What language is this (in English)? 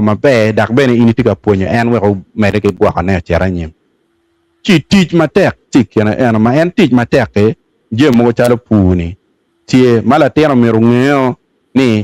Acoli